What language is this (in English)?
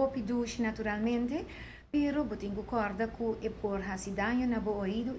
Papiamento